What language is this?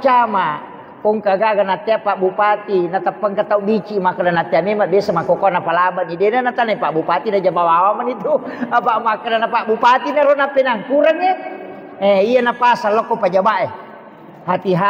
Buginese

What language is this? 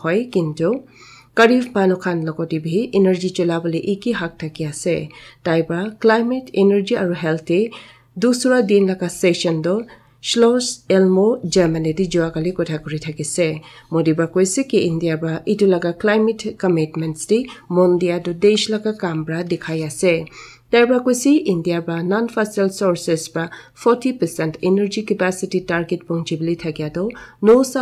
Naga Pidgin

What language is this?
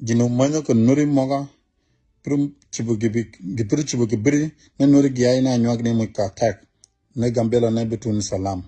Nuer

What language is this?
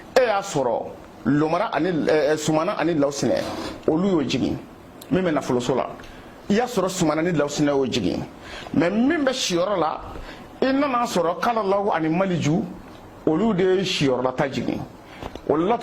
Bambara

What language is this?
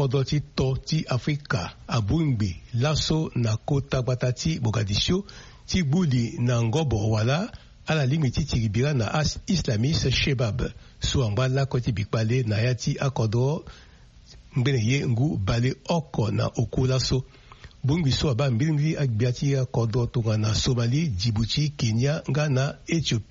Sango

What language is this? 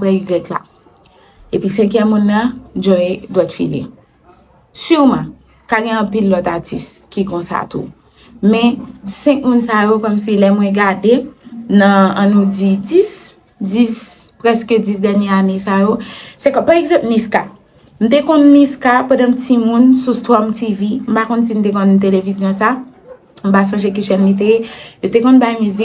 Haitian Creole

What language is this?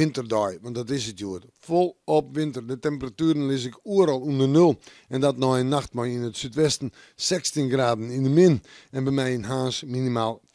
Western Frisian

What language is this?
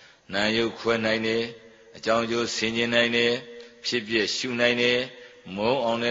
Burmese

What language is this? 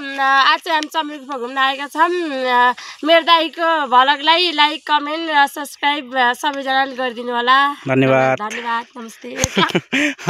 Nepali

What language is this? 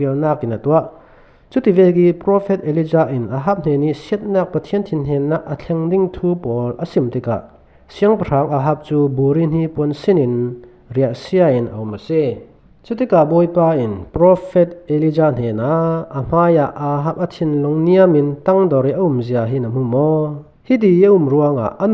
Falam Chin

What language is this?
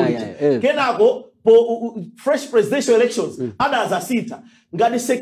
Nyanja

